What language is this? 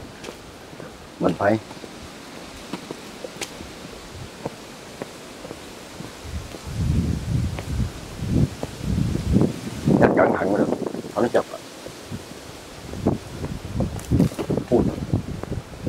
Vietnamese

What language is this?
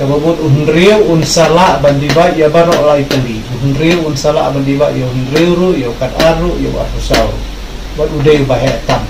Khasi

